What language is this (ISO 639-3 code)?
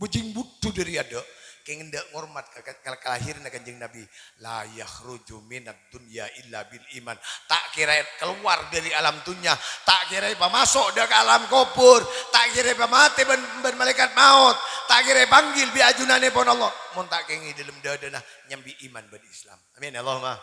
mad